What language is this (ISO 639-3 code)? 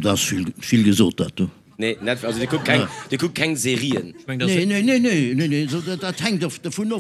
ltz